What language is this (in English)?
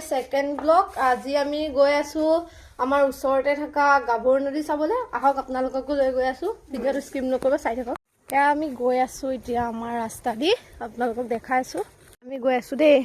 Assamese